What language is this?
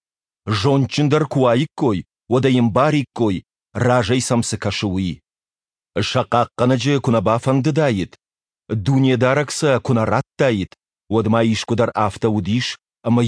Ossetic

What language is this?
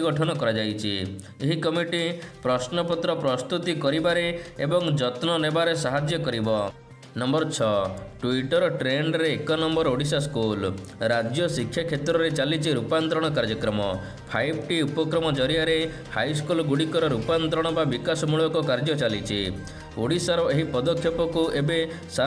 Odia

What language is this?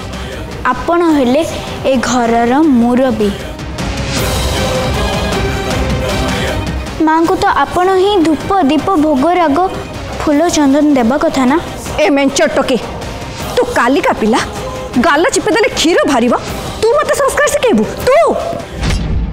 Odia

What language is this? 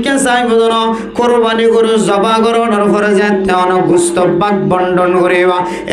Rohingya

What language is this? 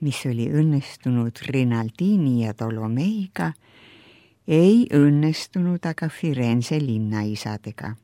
Estonian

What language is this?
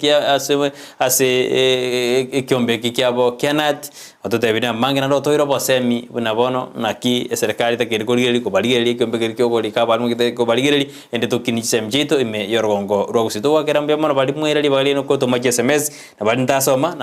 Gusii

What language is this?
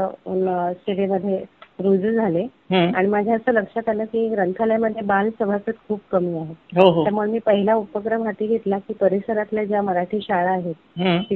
Marathi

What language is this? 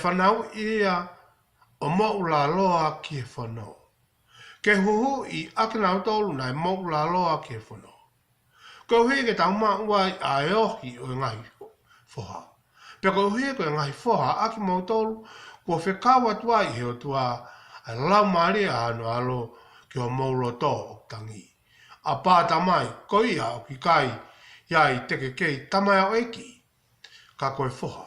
Tongan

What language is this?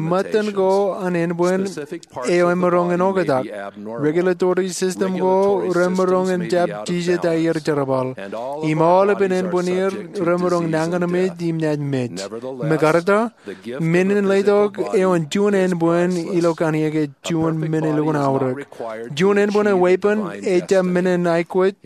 Marshallese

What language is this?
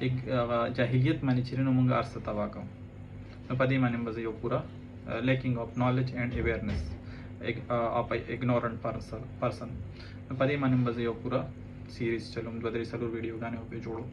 Pashto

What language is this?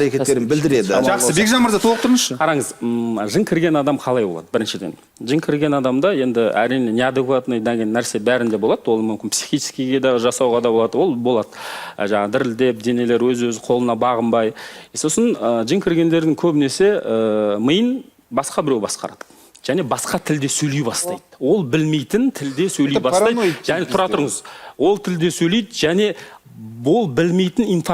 Kazakh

